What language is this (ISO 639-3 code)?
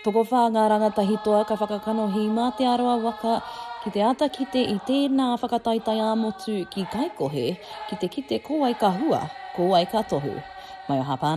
mri